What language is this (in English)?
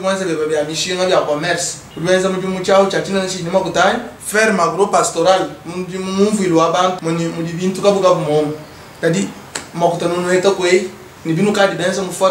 Luba-Lulua